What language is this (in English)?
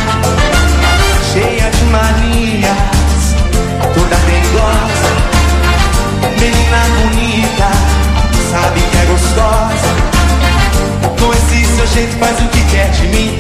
Portuguese